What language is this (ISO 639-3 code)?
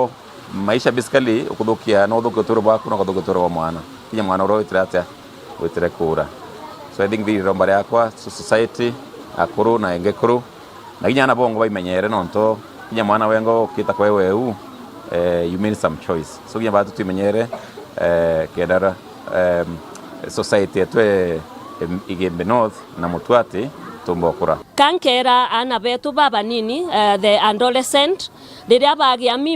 mer